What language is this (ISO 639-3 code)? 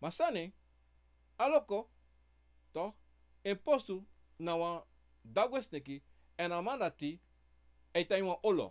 srn